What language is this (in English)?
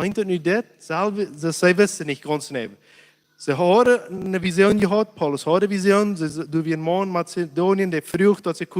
Plautdietsch